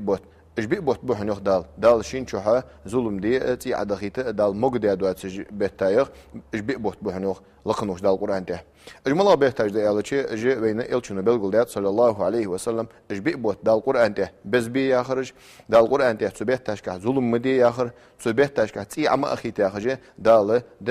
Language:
Ingush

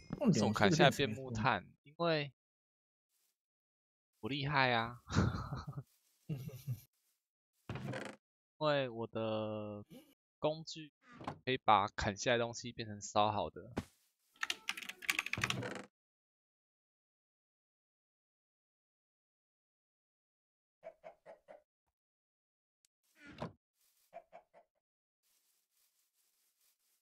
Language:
Chinese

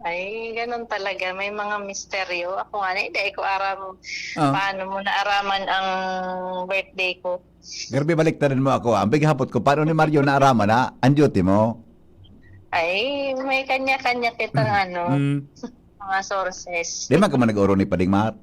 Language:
Bikol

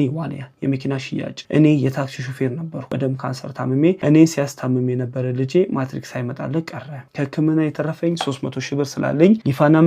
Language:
Amharic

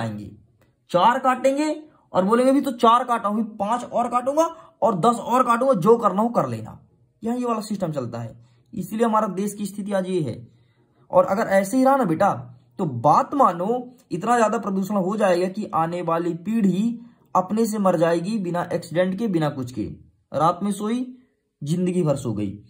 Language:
Hindi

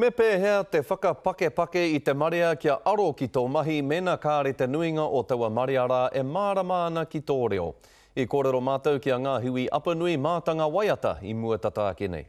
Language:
Māori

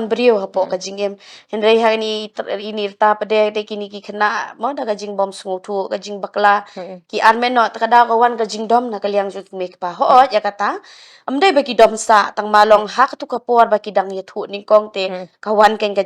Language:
Khasi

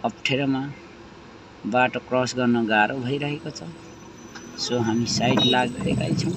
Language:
Nepali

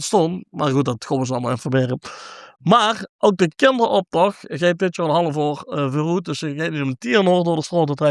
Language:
Limburgish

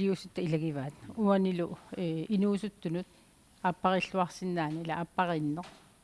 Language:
Kalaallisut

